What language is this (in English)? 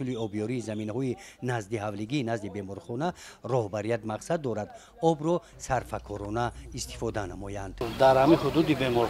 Tajik